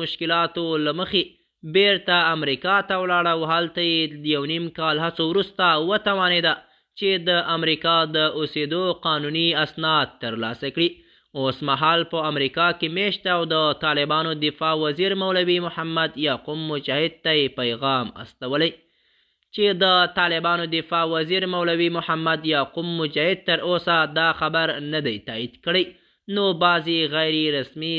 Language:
Pashto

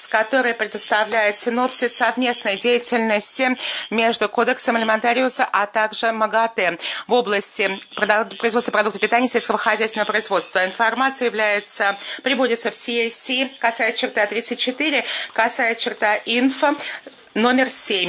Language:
Russian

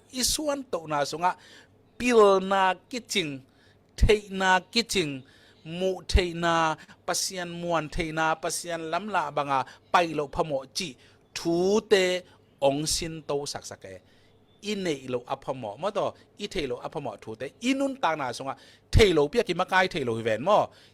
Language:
Tedim Chin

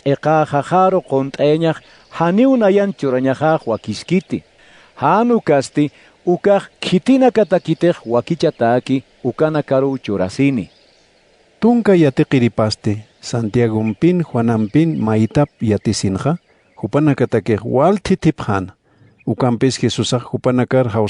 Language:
Aymara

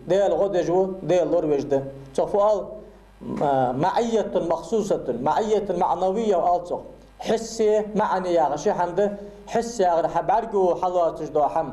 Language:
Ingush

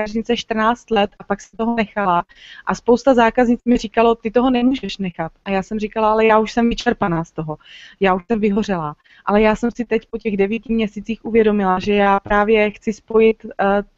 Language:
Czech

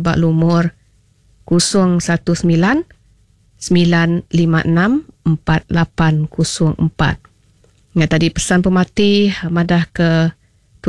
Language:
Iban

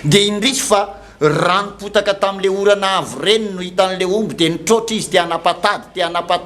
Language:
Malagasy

